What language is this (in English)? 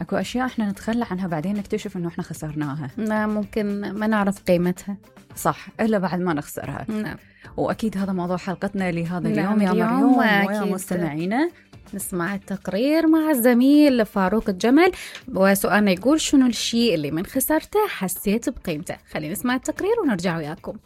Mesopotamian Arabic